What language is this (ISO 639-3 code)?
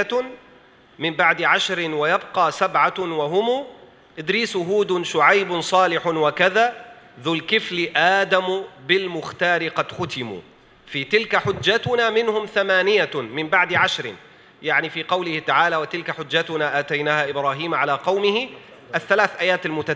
msa